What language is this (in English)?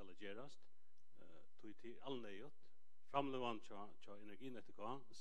Faroese